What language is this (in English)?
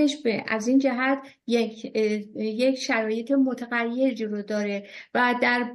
Persian